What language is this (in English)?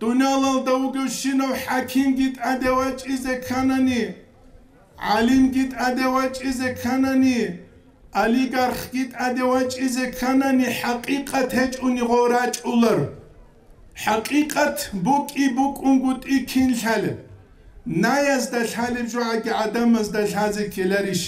Avaric